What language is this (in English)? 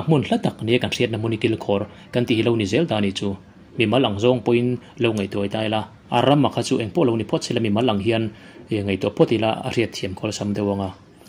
Mizo